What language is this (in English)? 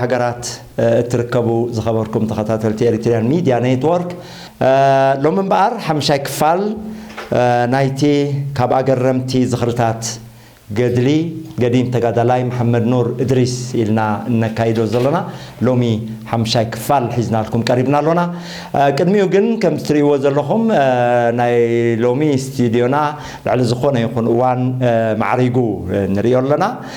Tigrinya